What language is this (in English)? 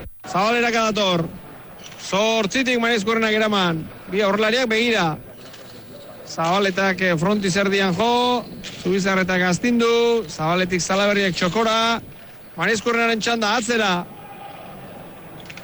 Basque